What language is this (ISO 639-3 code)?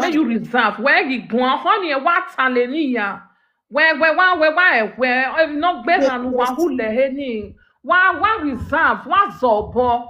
pcm